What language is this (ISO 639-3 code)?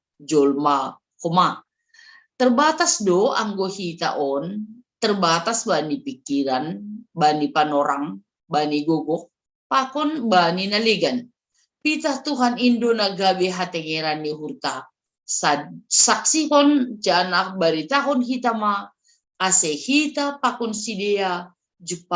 bts